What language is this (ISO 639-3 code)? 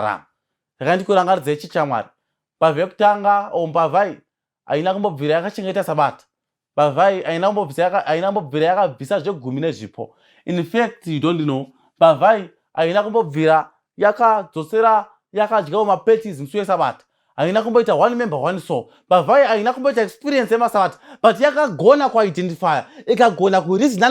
sna